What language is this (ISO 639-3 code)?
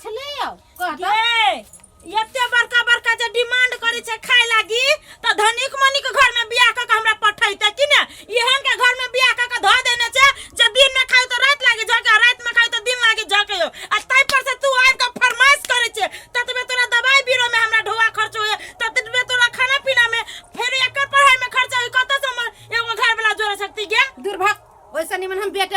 mai